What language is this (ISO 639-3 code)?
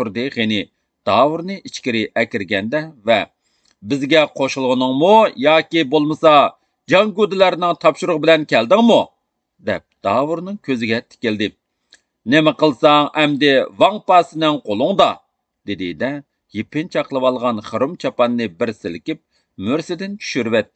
uig